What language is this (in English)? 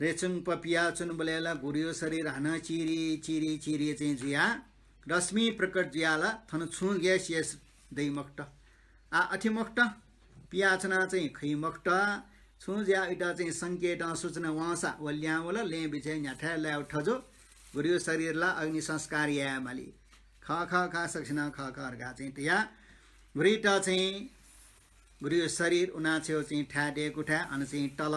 Newari